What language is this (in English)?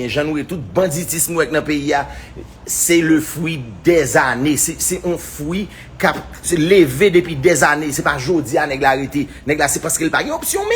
Haitian Creole